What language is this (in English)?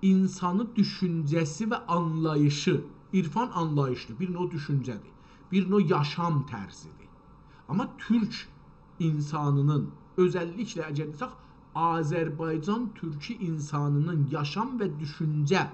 South Azerbaijani